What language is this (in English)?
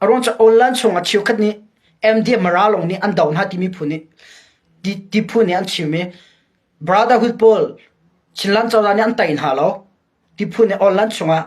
Hakha Chin